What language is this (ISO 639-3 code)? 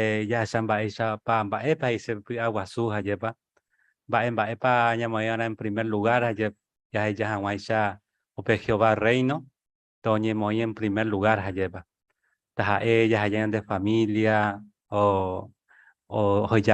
grn